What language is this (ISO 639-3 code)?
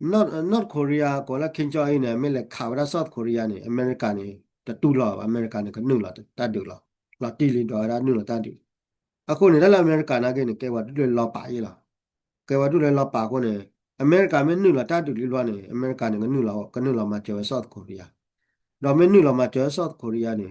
ksw